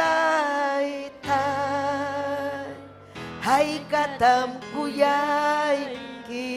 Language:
Ayacucho Quechua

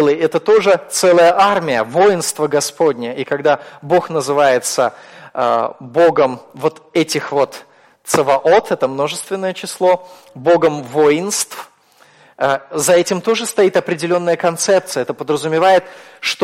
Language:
Russian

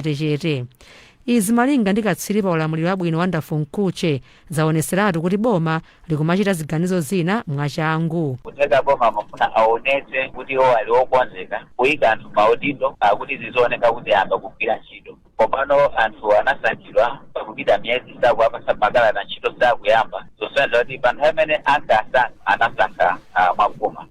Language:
Nyanja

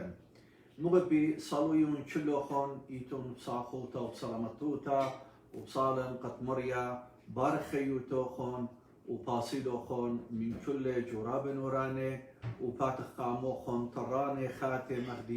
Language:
Assyrian Neo-Aramaic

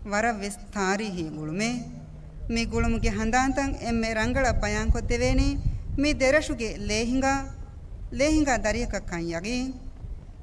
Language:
Divehi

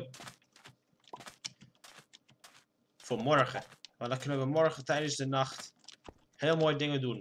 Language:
Dutch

